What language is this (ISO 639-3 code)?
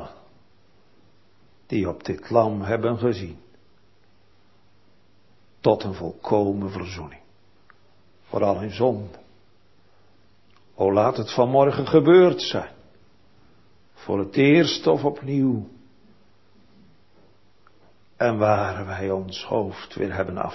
nld